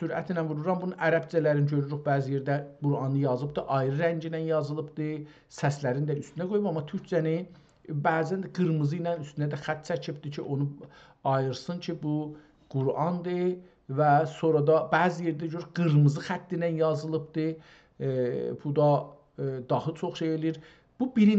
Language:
South Azerbaijani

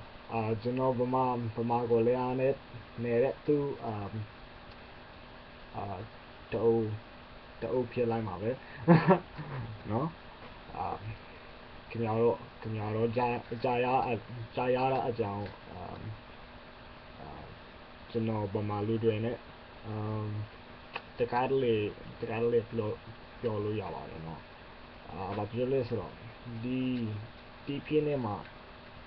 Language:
Burmese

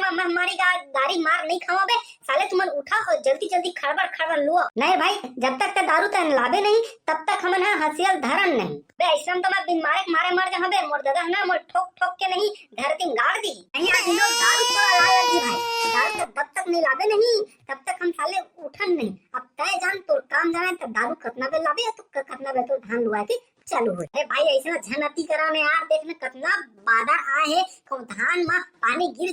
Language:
Chhattisgarhi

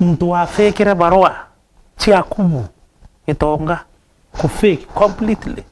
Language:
Meru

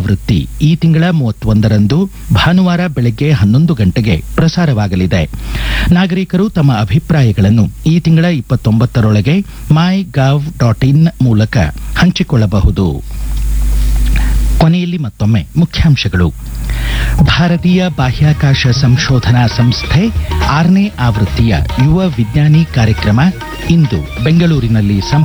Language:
Kannada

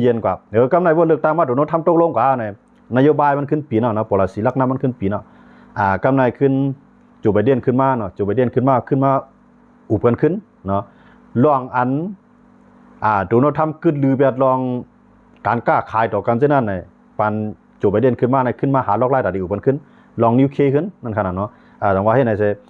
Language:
Shan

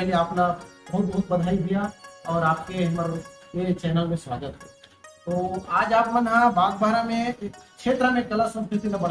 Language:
Chhattisgarhi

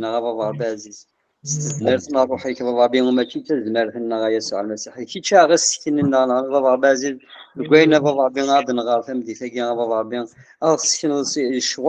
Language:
Kabyle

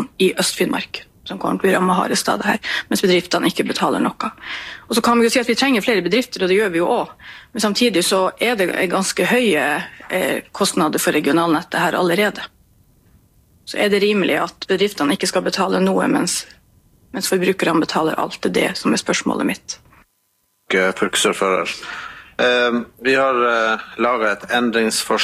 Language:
Norwegian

